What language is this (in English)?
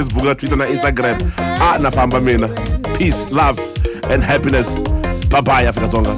Tsonga